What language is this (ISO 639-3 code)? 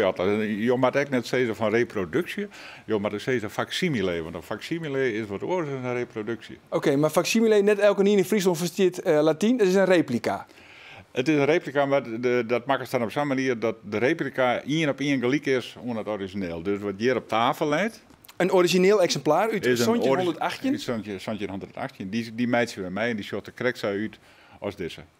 fry